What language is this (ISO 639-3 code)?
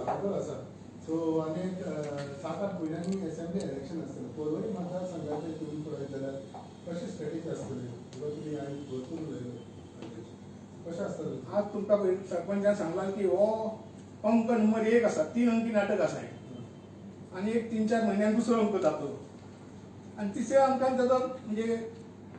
kok